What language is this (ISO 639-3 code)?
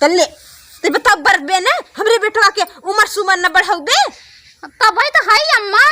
awa